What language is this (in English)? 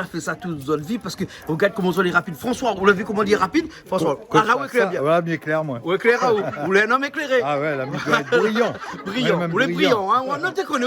Réunion Creole French